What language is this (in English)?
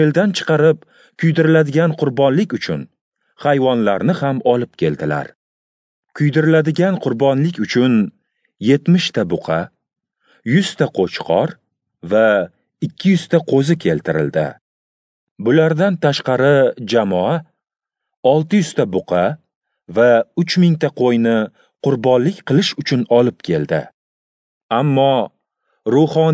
Uzbek